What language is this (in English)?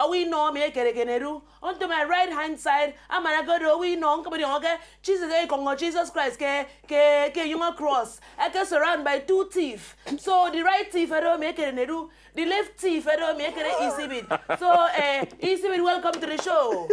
Nigerian Pidgin